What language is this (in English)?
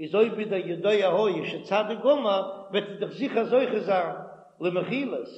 Yiddish